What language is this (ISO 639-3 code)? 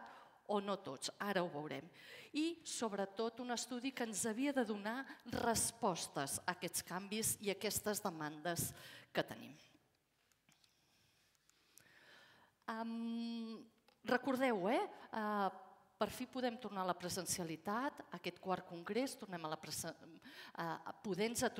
cat